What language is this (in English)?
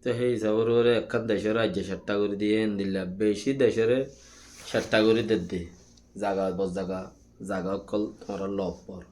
Rohingya